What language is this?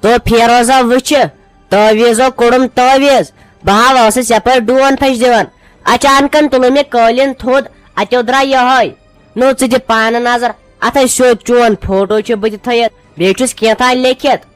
Kashmiri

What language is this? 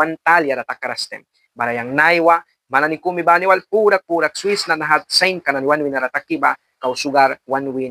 Mískito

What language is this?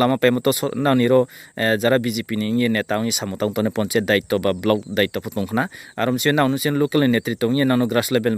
Riang (India)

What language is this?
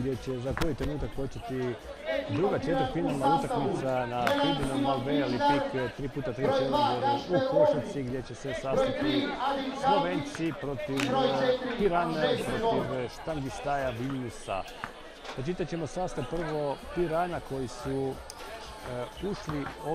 Croatian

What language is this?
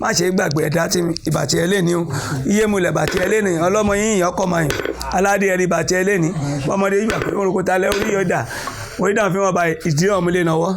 Yoruba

